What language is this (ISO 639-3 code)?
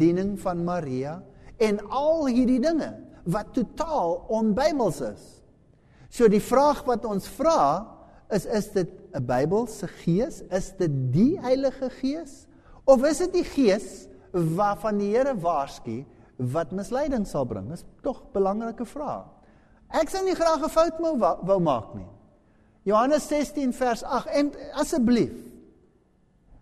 afr